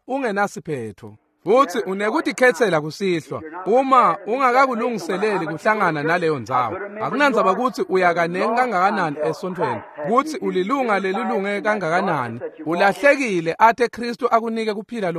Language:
Swati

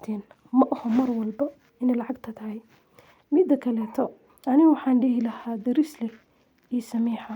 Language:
Somali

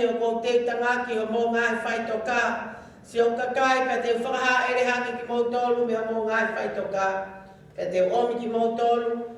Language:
Tongan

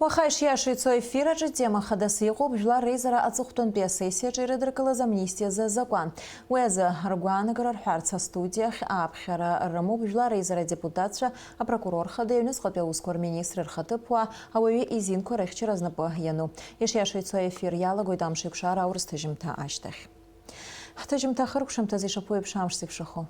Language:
Abkhazian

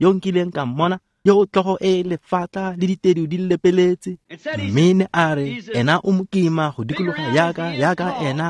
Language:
Tswana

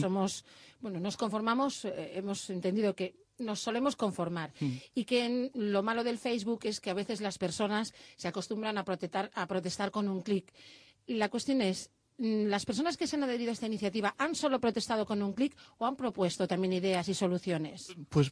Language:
Spanish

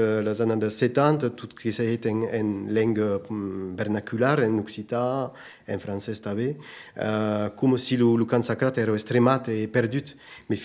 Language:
Occitan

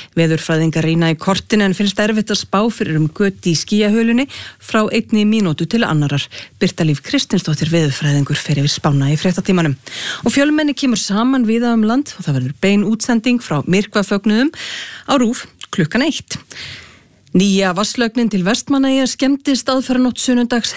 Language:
Icelandic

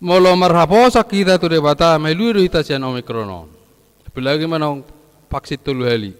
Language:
Batak Toba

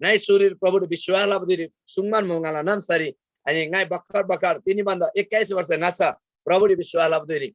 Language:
Eastern Tamang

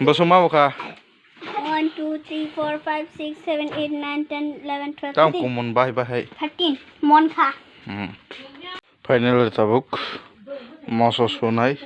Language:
Kok Borok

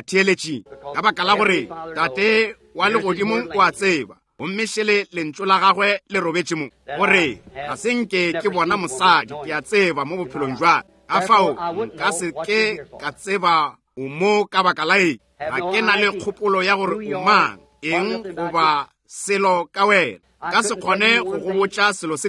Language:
Northern Sotho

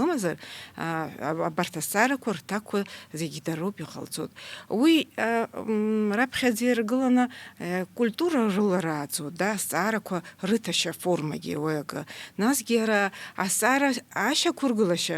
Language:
Abkhazian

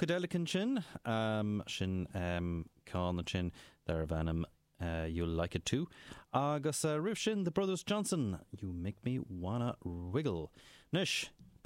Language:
Irish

